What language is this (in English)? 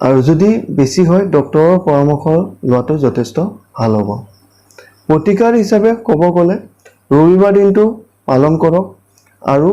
Assamese